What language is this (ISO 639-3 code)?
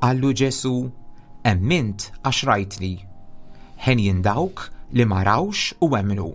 mlt